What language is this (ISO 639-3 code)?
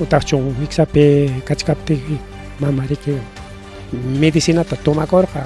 quy